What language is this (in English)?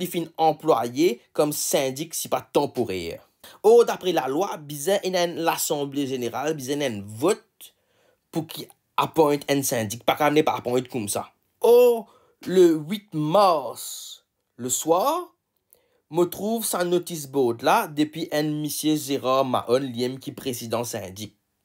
Morisyen